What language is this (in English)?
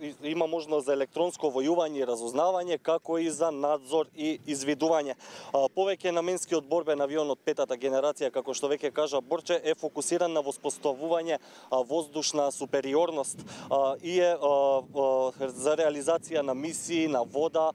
Macedonian